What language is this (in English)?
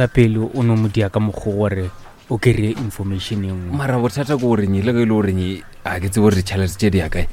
Northern Sotho